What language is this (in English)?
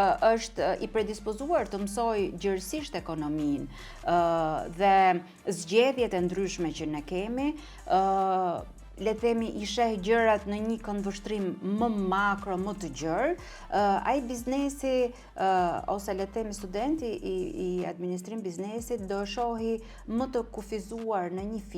Albanian